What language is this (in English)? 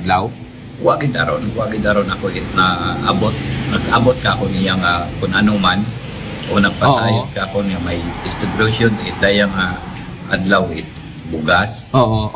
Aklanon